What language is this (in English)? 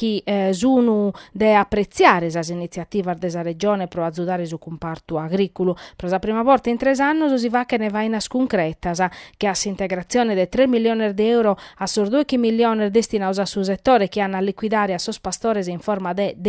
Sardinian